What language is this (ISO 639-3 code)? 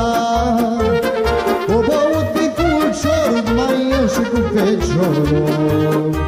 ron